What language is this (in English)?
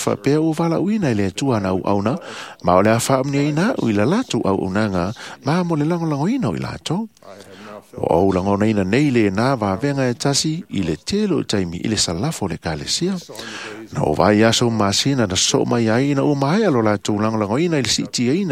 Samoan